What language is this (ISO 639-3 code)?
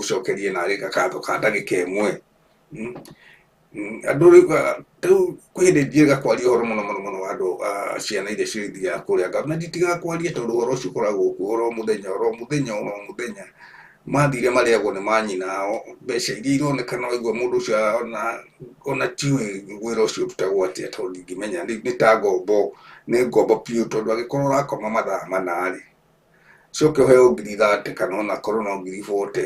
kik